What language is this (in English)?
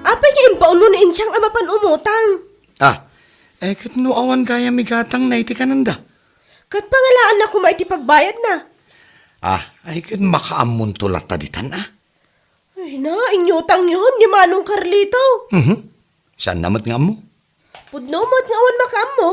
Iloko